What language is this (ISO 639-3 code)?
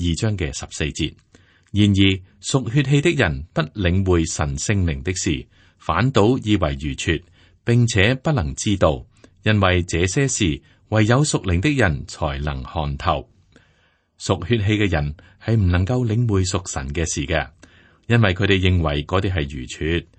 yue